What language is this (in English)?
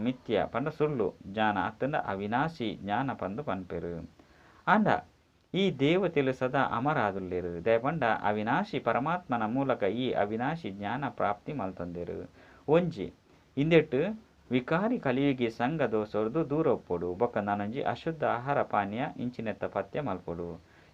Tulu